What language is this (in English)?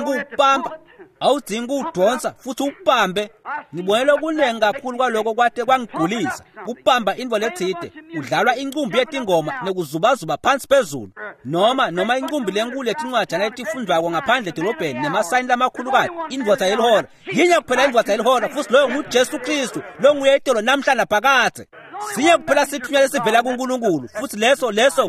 Swati